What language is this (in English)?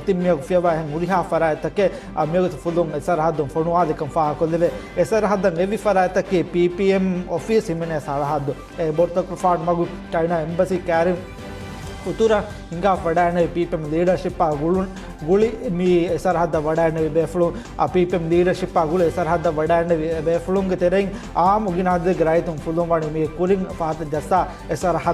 Divehi